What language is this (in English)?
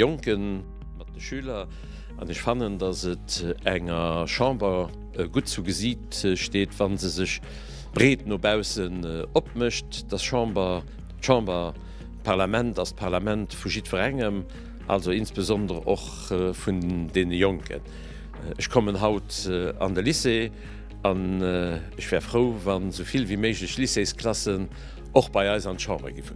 Luxembourgish